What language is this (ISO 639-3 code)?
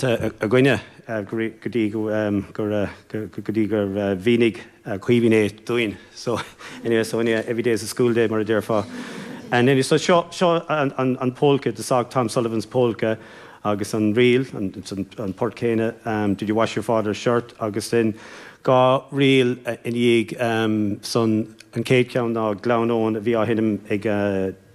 gle